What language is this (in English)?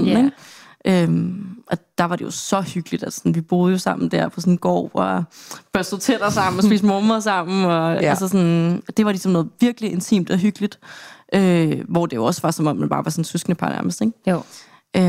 Danish